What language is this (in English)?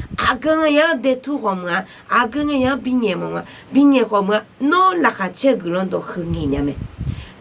Akha